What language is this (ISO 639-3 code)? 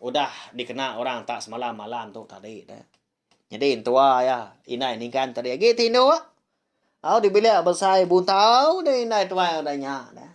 iba